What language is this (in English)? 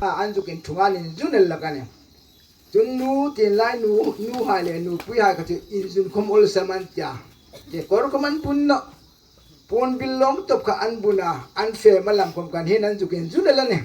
Hmar